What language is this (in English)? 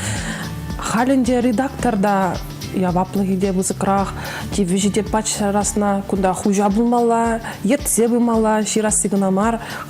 Chuvash